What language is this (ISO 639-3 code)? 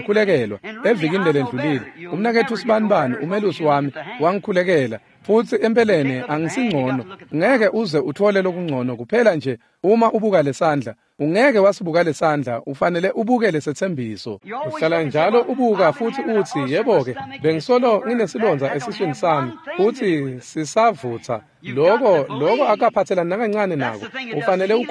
ssw